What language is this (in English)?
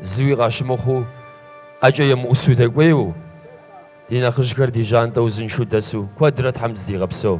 Kabardian